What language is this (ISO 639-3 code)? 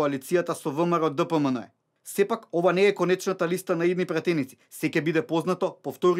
mkd